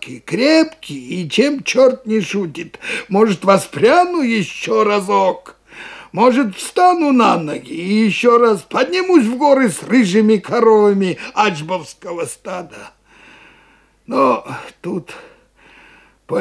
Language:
Russian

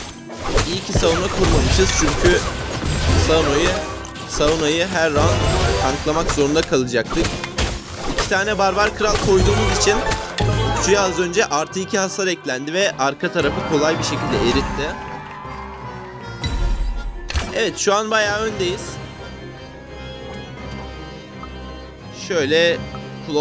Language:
Turkish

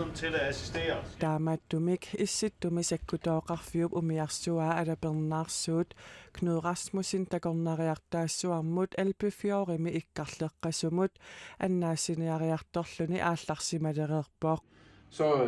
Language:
Kalaallisut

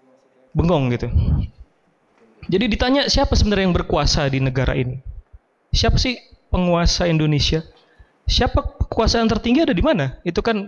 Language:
Indonesian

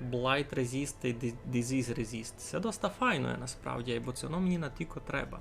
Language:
Rusyn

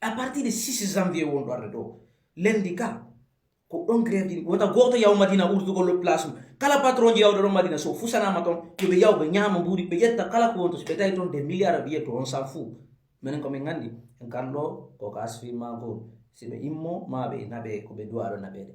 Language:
Fula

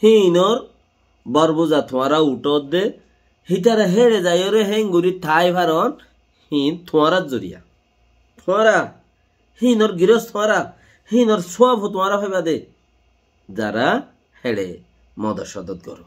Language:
Rohingya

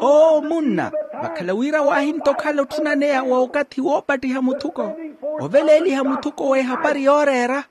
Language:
Makhuwa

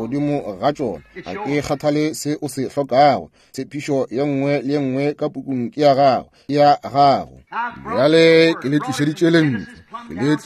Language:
Northern Sotho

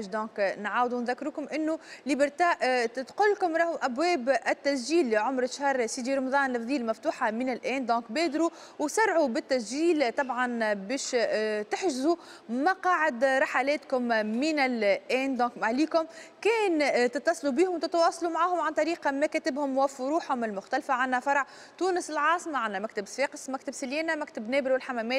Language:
Tunisian Arabic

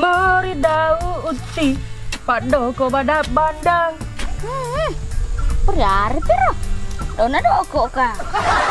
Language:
Buginese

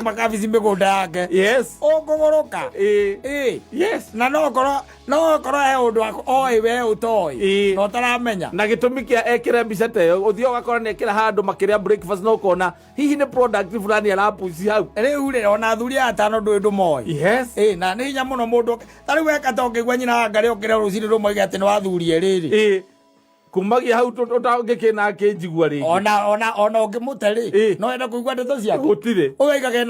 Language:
Kikuyu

